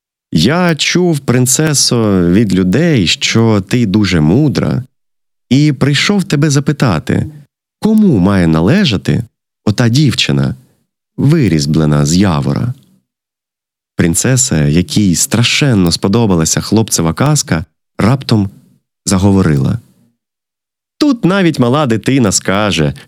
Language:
Ukrainian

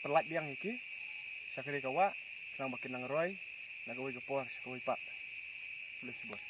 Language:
Khasi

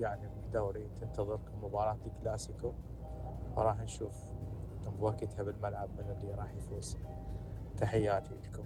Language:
Mesopotamian Arabic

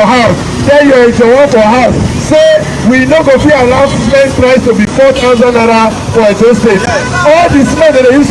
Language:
Nigerian Pidgin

